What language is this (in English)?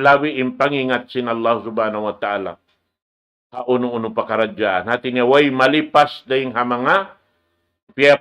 Tausug